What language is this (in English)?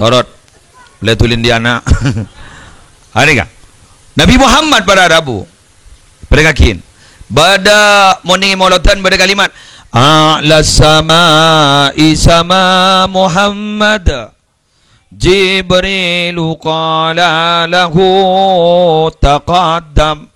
Madurese